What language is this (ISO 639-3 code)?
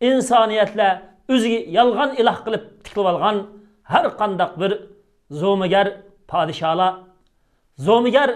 uig